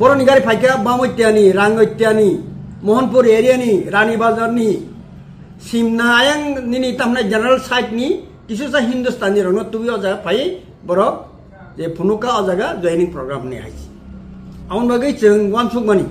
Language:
Kok Borok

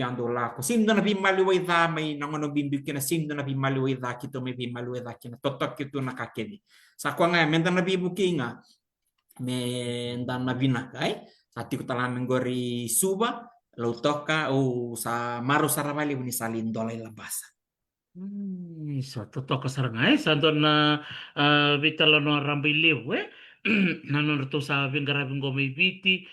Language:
Fijian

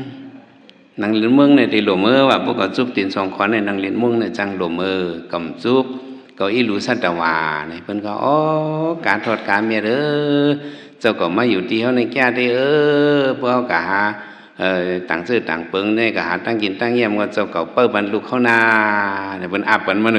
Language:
Shan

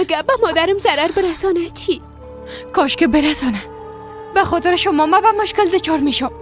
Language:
Persian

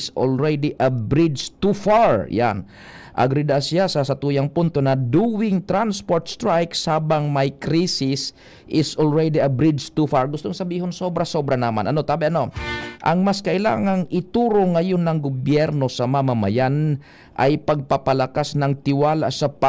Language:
Bikol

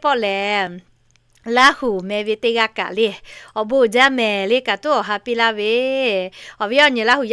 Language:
Lahu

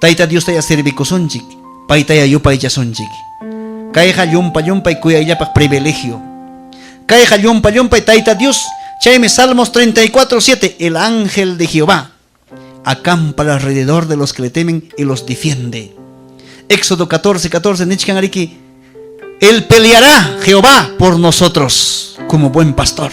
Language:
Ayacucho Quechua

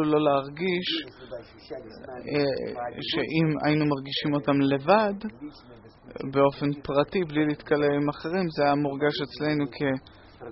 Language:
Hebrew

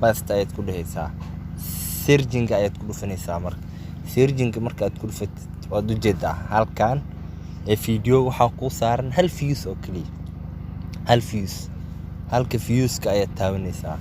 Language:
Somali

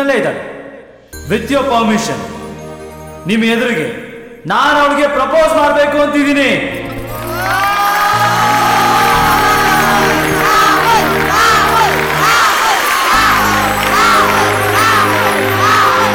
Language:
Kannada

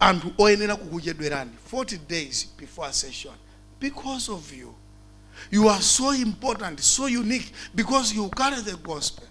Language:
Nyanja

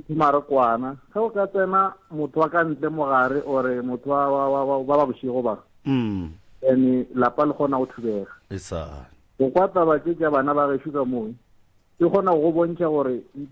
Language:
Northern Sotho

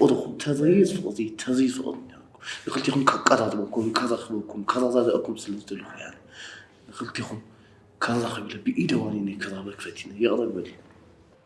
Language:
Tigrinya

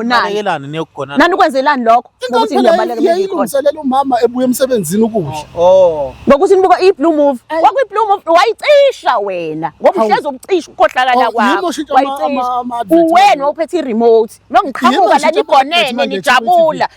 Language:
Zulu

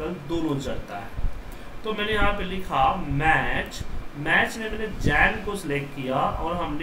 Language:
Hindi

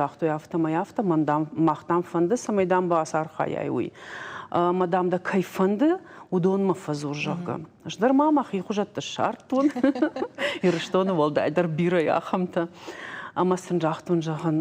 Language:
Ossetic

